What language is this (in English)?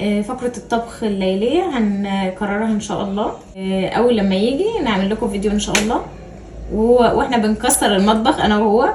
Egyptian Arabic